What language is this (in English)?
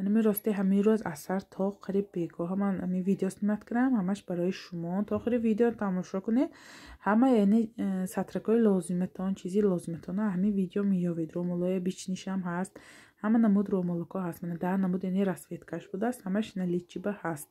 Tajik